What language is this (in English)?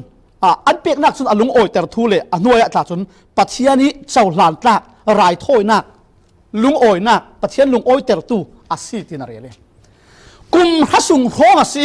Falam Chin